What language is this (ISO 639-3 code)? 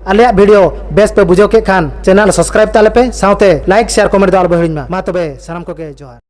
sat